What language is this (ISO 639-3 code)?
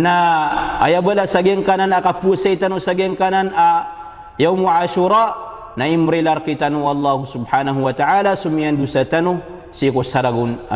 mrw